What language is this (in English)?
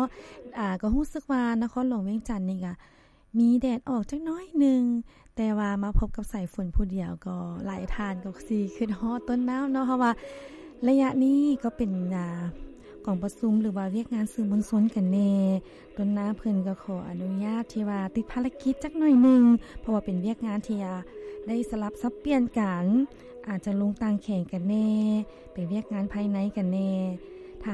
Lao